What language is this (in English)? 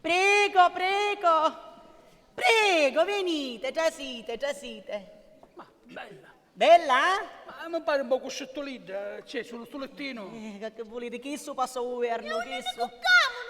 Sicilian